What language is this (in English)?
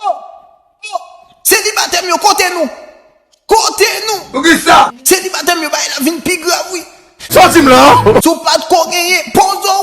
Haitian Creole